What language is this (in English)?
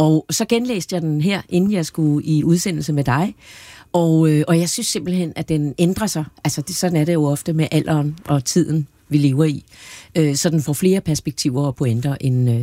Danish